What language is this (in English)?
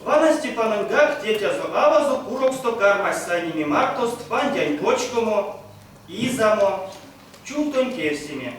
Erzya